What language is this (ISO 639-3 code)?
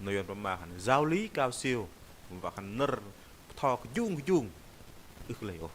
bdq